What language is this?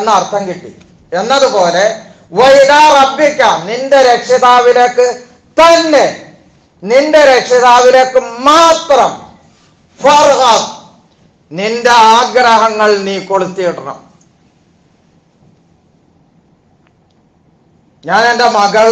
Malayalam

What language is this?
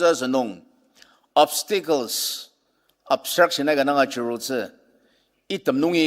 Ao Naga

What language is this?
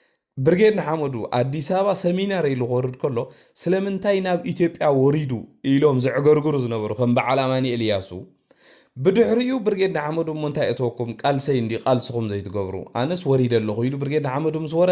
Tigrinya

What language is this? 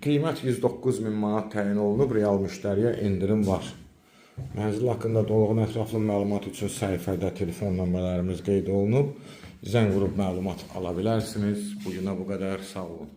Azerbaijani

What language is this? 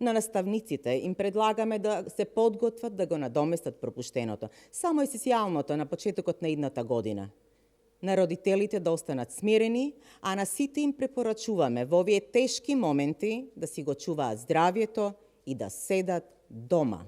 Macedonian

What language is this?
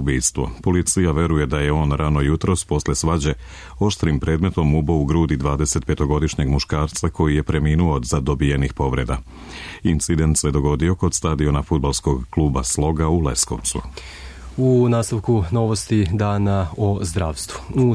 Serbian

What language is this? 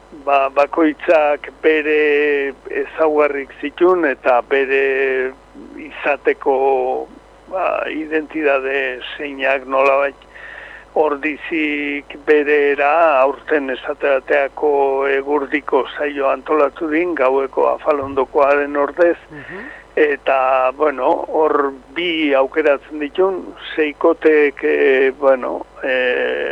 Basque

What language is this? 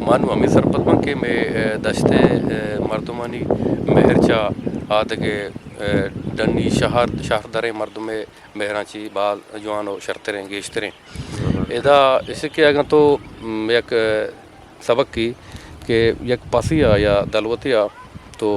Eastern Balochi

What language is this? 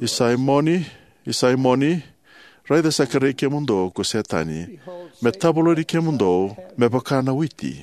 Fijian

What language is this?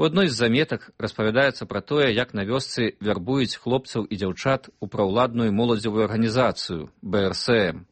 Belarusian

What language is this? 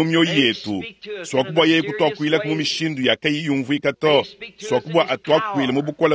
Luba-Lulua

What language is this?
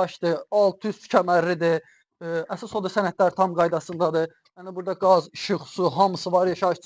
Azerbaijani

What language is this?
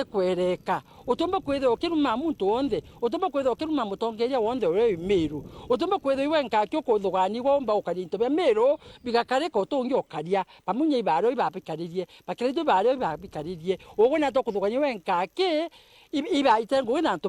Meru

